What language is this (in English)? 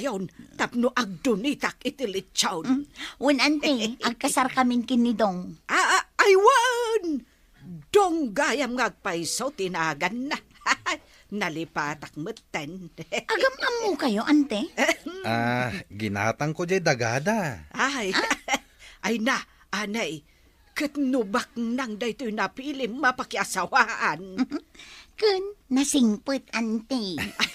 Iloko